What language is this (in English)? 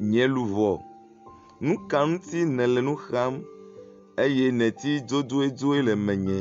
Ewe